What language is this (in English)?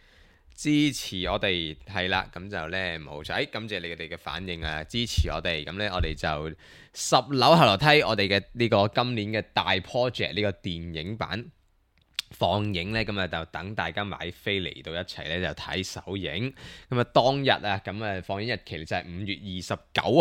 Cantonese